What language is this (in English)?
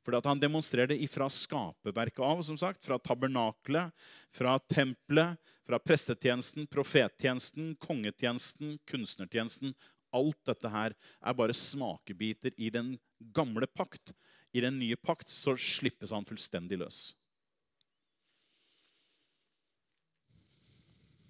Norwegian